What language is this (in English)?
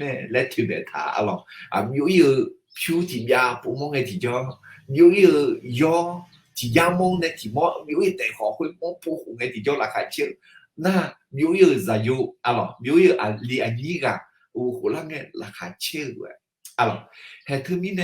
Akha